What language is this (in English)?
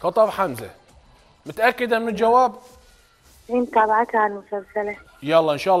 Mesopotamian Arabic